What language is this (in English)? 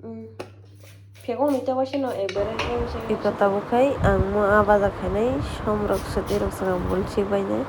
Kok Borok